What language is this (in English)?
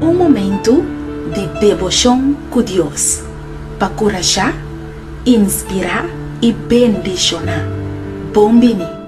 Papiamento